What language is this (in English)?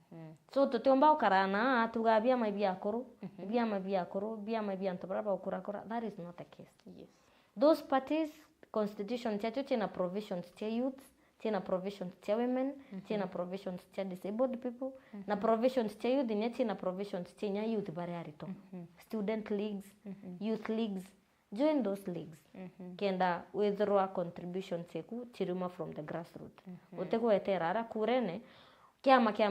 Meru